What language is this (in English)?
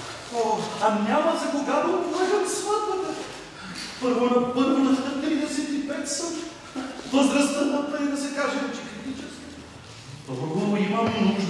Bulgarian